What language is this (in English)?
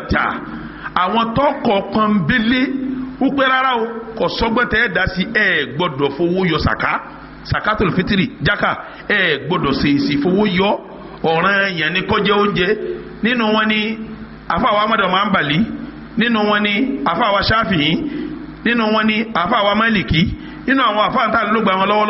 Yoruba